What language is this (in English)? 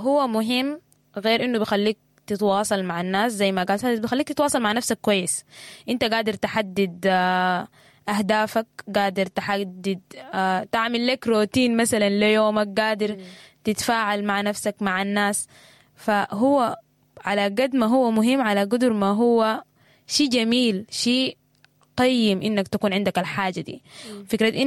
Sudanese Arabic